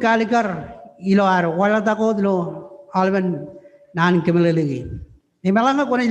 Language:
Marshallese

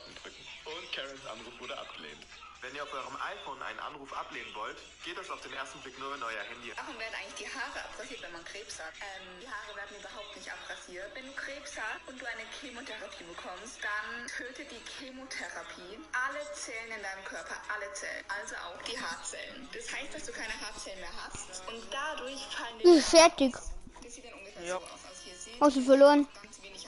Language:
Bavarian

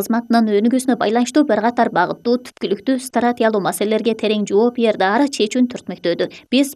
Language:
Kyrgyz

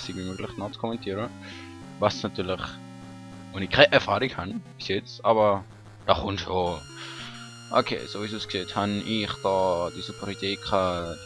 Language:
Swiss German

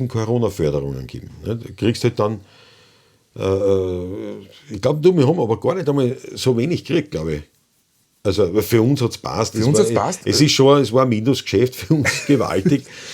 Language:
Bavarian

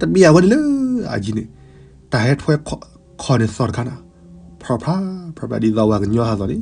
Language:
S'gaw Karen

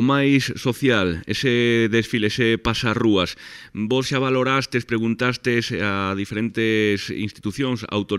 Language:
Galician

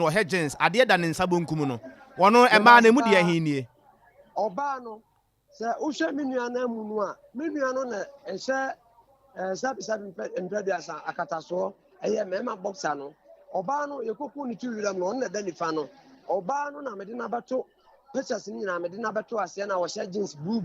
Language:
Akan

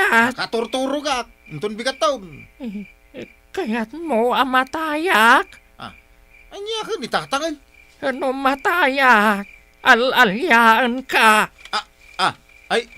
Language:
Iloko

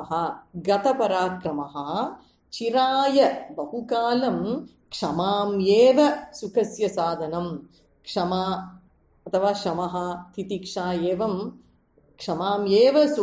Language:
Sanskrit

